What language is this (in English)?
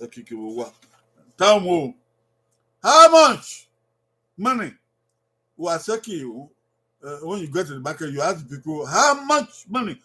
Bini